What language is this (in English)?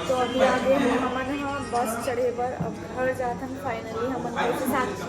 Chhattisgarhi